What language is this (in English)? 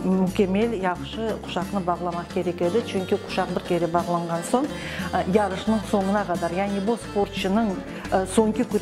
Crimean Tatar